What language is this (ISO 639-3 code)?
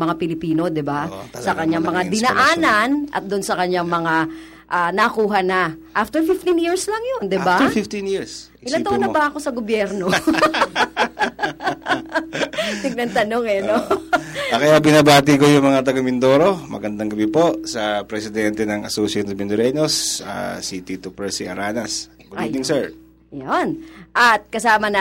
fil